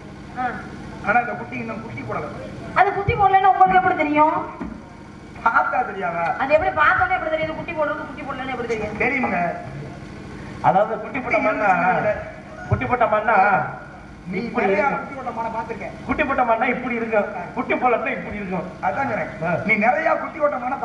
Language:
Tamil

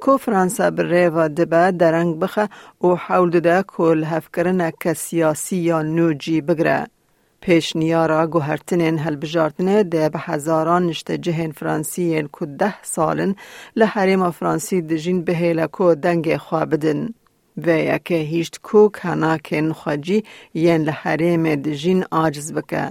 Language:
Kurdish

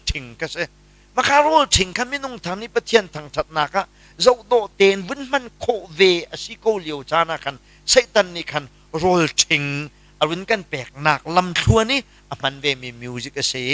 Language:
Hakha Chin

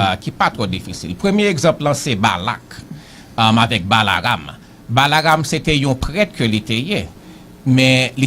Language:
Haitian Creole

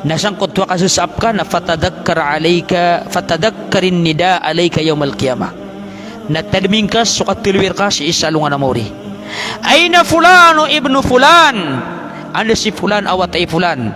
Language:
Maranao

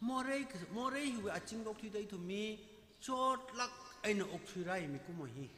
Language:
Tangkhul Naga (India)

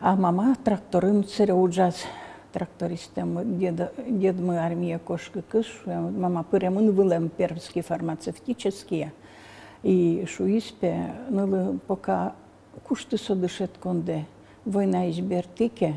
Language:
Udmurt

